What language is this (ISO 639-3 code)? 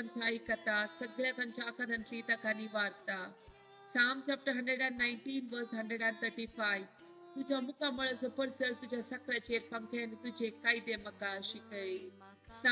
kok